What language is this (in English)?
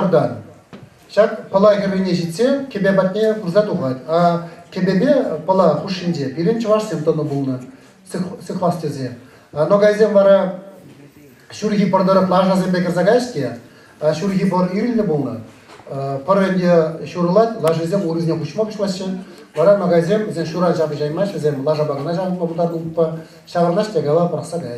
Chuvash